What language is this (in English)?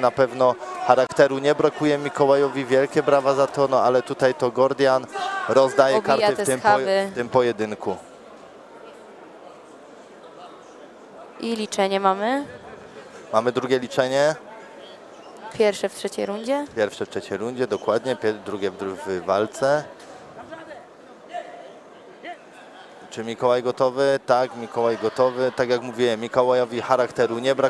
Polish